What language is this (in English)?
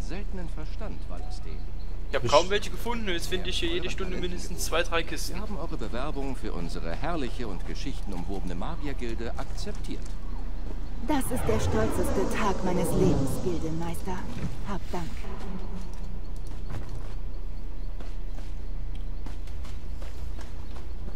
German